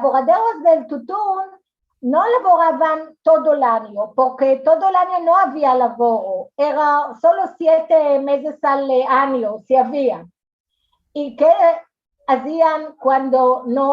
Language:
Ladino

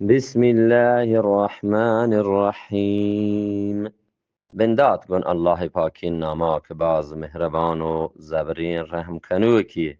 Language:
Eastern Balochi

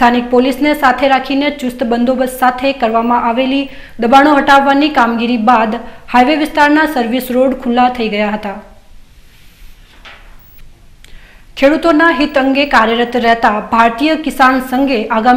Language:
Gujarati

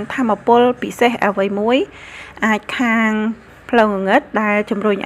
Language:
Khmer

